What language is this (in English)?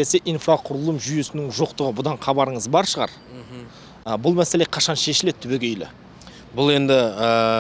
Kazakh